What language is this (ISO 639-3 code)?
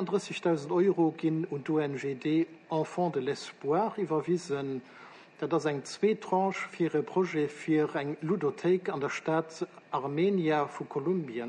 ltz